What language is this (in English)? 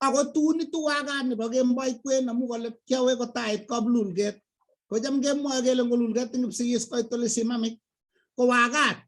Kalenjin